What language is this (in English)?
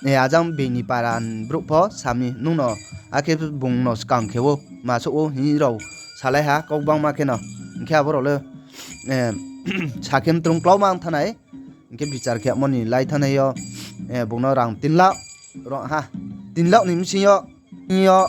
Riang (India)